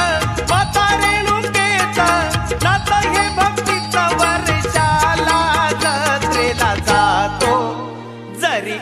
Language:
Marathi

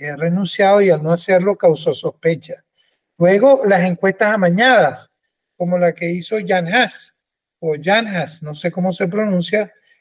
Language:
Spanish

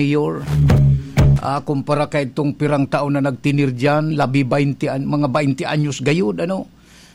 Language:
Bikol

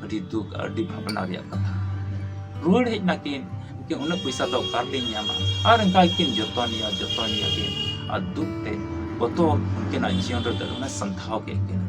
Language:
Santali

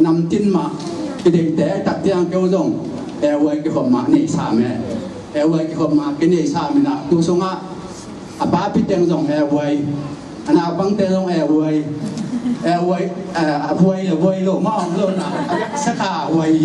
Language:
Tedim Chin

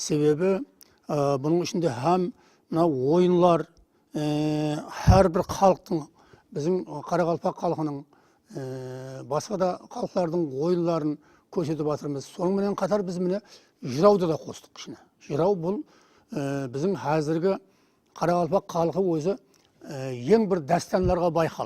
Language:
Kara-Kalpak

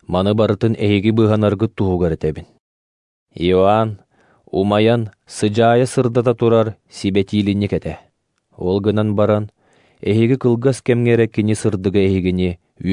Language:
Yakut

